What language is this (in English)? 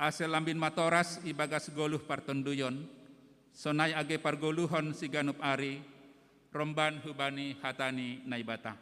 Batak Simalungun